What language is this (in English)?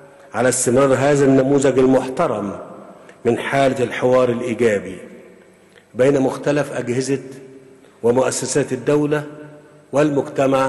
Arabic